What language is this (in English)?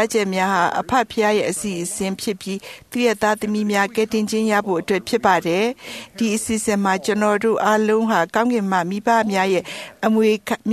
Burmese